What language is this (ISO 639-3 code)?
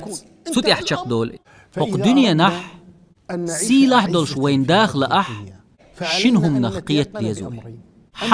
che